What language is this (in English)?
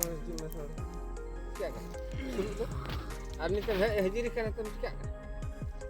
Santali